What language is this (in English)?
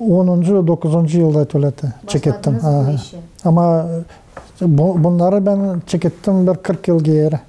Gagauz